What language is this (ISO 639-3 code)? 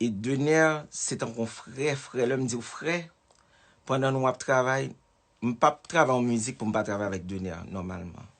hat